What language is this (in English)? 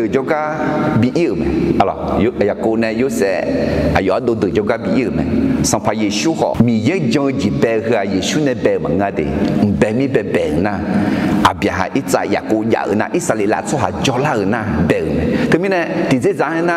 Akha